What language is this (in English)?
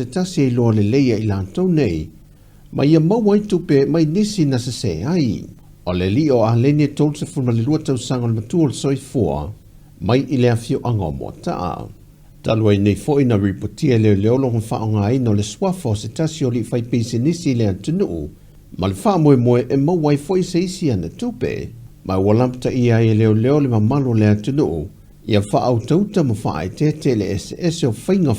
Samoan